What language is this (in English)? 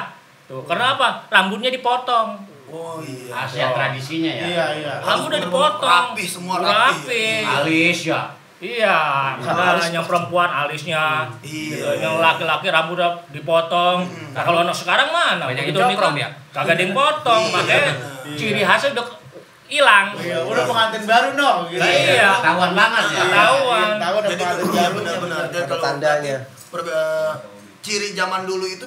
Betawi